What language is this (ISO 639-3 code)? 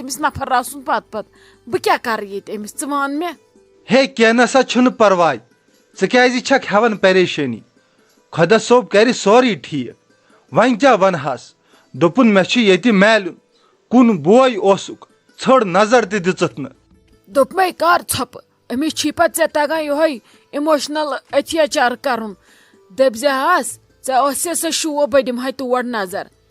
kas